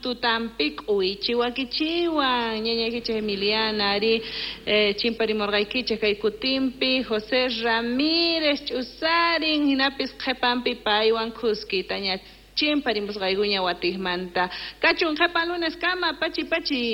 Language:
South Bolivian Quechua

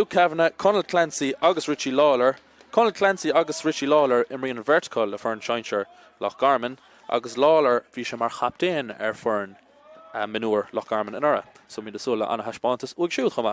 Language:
Irish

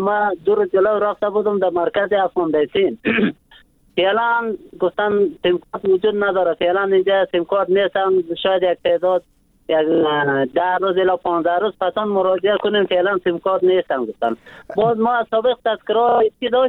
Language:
Persian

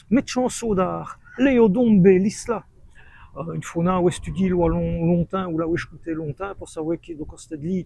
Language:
Walloon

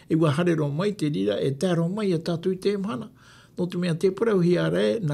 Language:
Tahitian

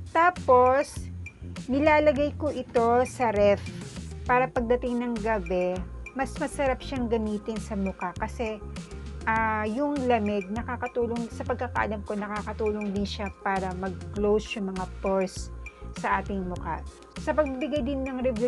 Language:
Filipino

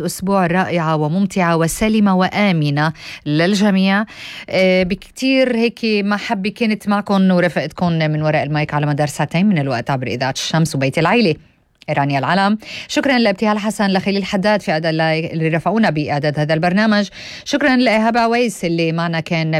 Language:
North Levantine Arabic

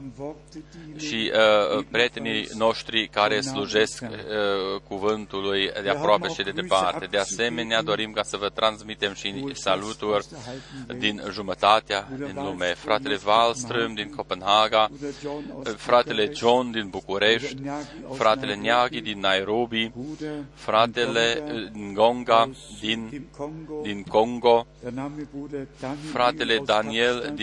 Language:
Romanian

